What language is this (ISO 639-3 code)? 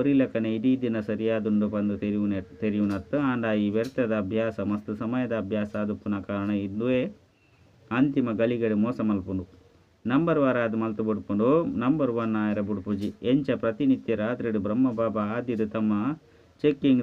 tcy